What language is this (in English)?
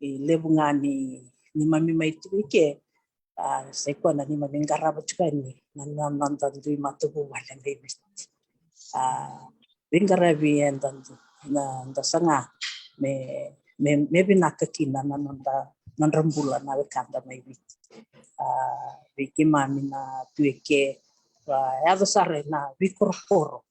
Fijian